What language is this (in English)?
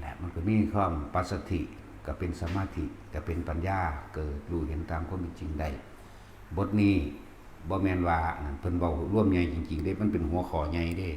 Lao